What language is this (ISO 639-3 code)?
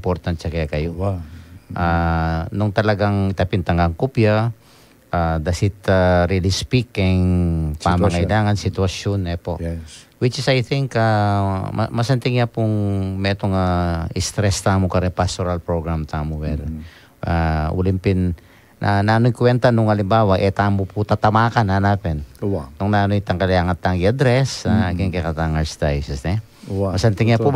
pam